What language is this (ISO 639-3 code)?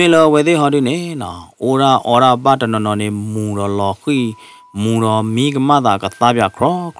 ksw